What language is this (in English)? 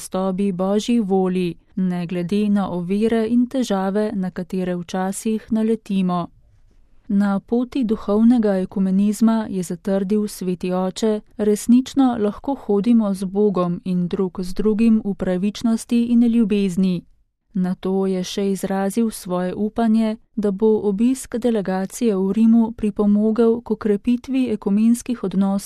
Slovenian